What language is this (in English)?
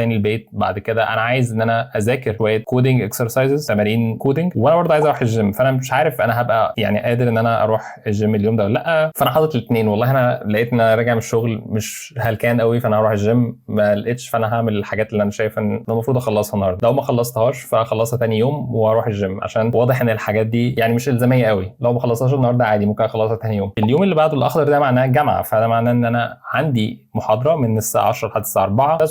Egyptian Arabic